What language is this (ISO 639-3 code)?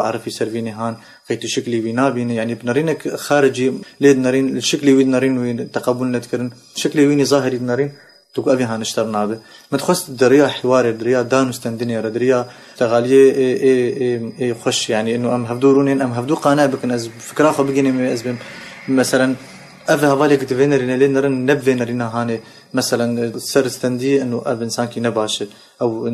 kur